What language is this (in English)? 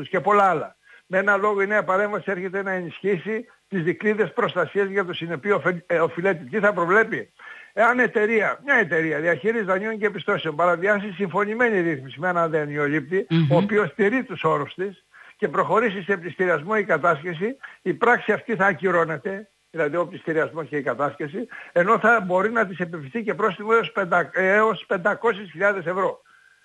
Greek